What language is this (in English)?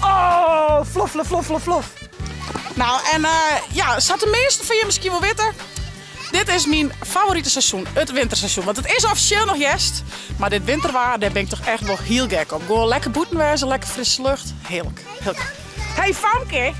Western Frisian